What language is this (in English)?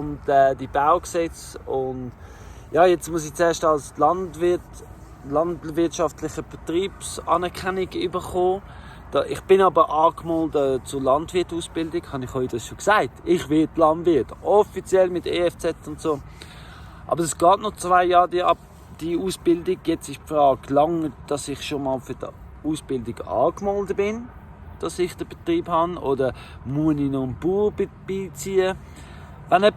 Swiss German